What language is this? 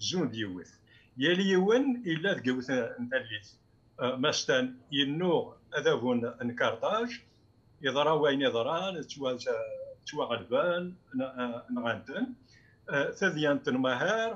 Kabyle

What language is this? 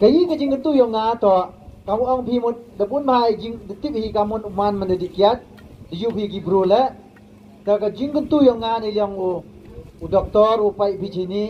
Pnar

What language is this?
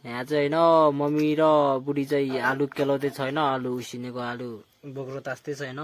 Nepali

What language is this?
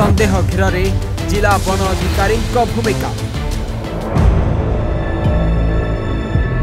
Odia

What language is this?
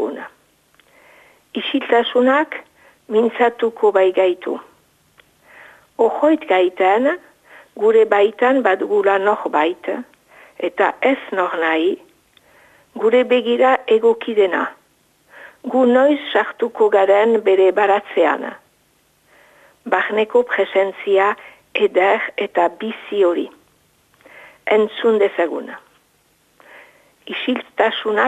Basque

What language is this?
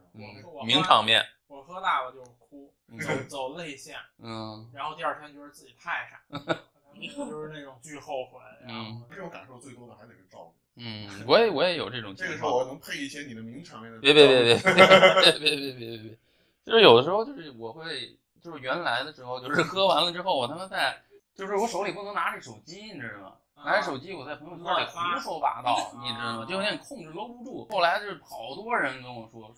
Chinese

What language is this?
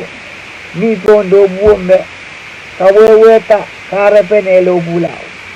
Pohnpeian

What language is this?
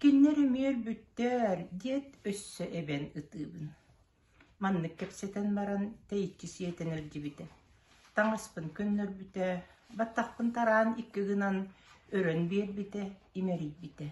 Yakut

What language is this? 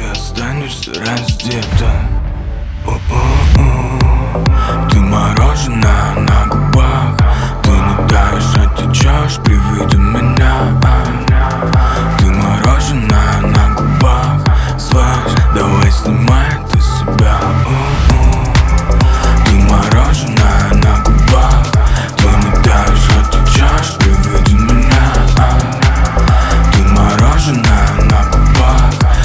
Russian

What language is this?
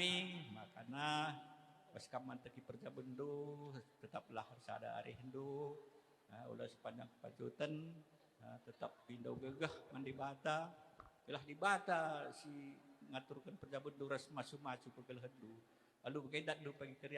Batak Karo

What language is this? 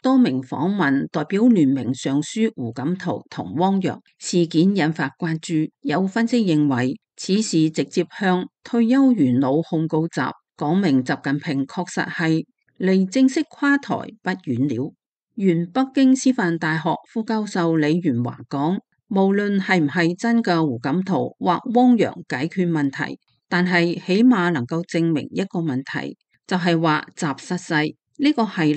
Cantonese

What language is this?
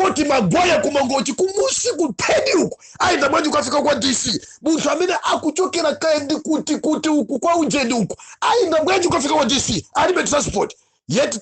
Nyanja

